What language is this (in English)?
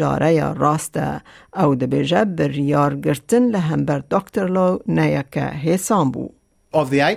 Kurdish